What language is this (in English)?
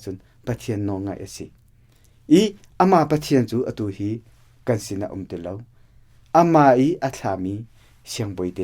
Hakha Chin